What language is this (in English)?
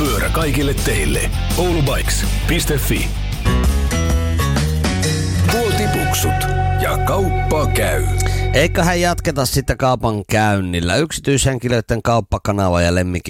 Finnish